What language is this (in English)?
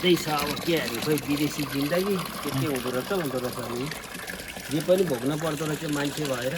Nepali